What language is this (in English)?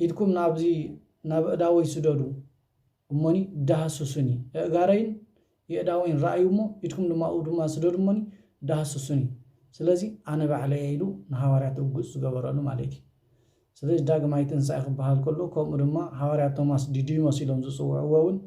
Tigrinya